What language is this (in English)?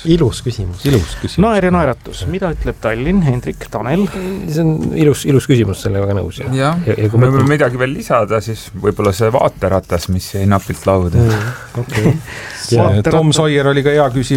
Estonian